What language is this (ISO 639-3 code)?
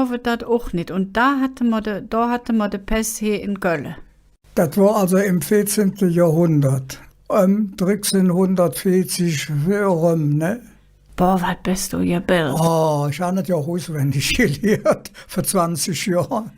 ksh